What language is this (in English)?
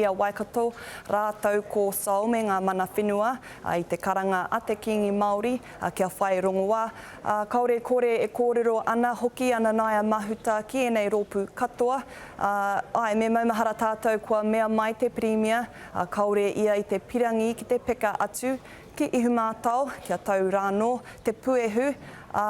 Māori